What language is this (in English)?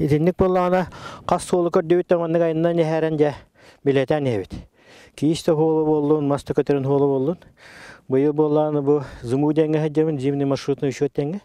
Yakut